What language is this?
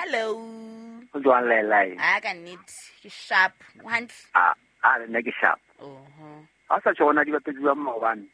Southern Sotho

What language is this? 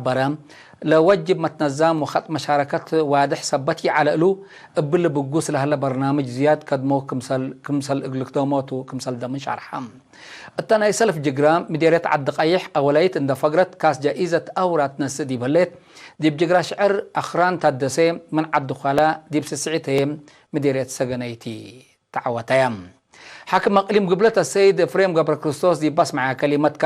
Tigre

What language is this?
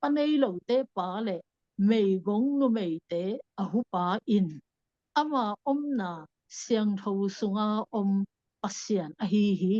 Tedim Chin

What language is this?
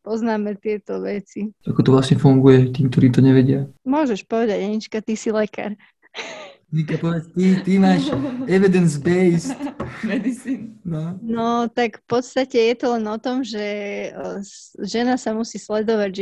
Slovak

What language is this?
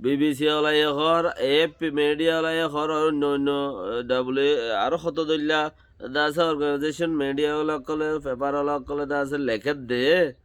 Rohingya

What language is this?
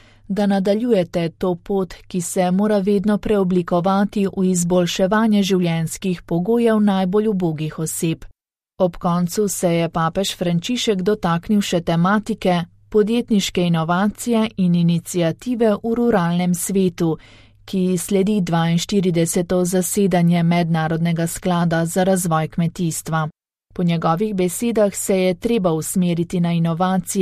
Slovenian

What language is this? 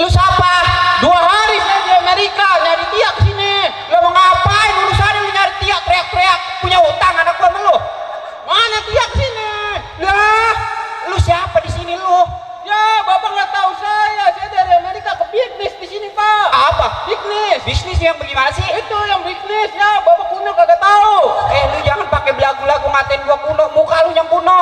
Betawi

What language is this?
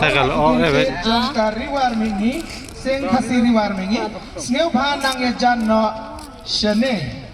Khasi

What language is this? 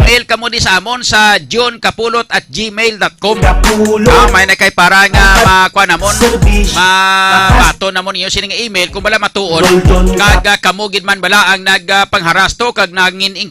Hiligaynon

